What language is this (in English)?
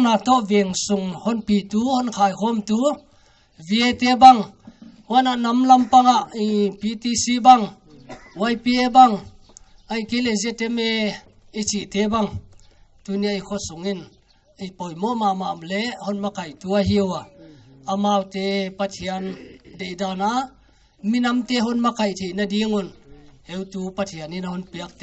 Paite Chin